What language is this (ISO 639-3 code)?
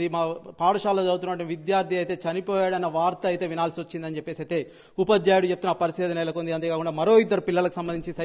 tel